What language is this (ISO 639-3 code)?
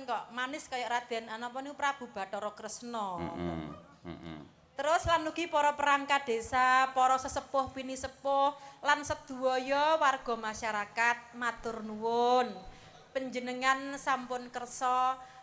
jav